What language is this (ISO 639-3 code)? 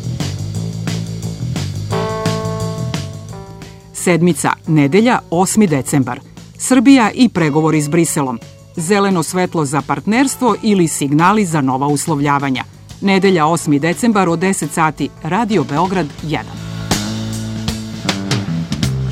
srp